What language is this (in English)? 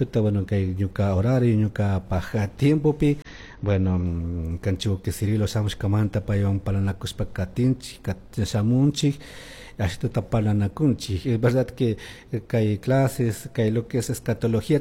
Chimborazo Highland Quichua